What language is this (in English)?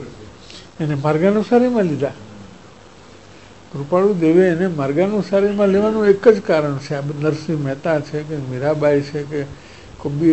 Gujarati